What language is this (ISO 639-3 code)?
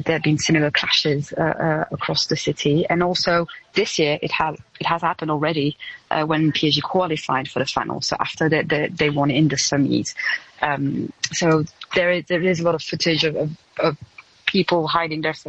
eng